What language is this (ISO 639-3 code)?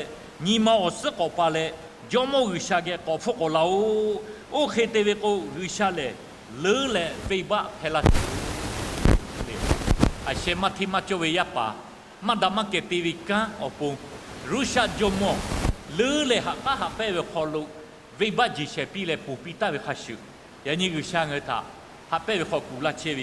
lhu